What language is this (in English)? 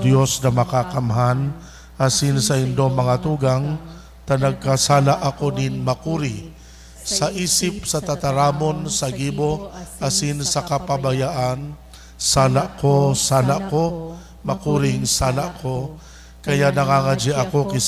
Bikol